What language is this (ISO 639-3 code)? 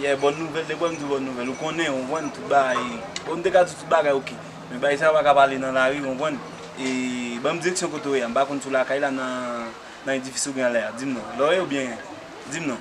hat